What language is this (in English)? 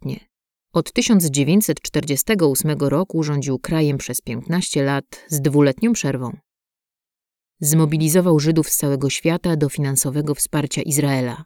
Polish